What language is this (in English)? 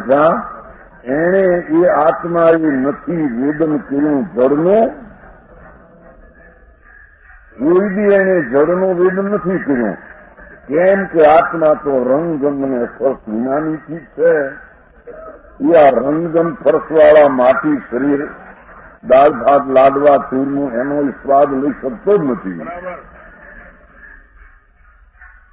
Gujarati